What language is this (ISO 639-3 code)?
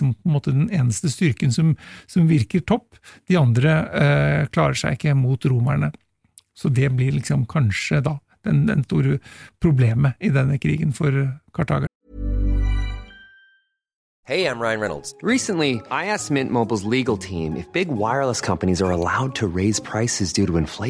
nor